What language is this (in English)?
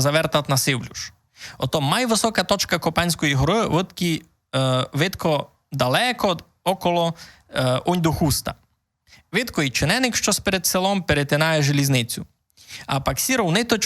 Rusyn